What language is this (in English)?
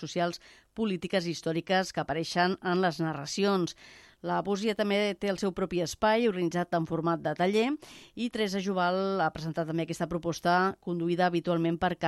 Catalan